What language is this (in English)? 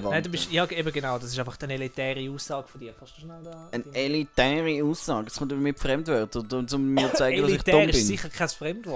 Swiss German